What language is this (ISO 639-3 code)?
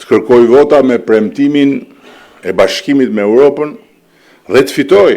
sqi